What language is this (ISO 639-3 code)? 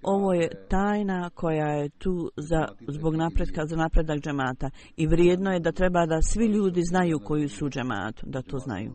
bos